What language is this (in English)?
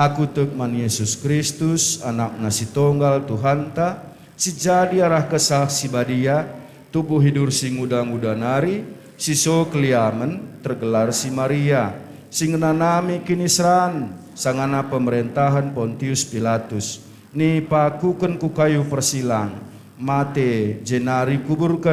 Batak Karo